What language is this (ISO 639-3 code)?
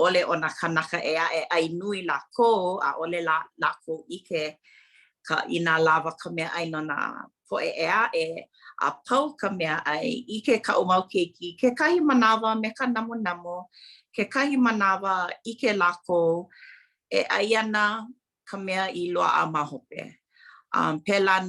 haw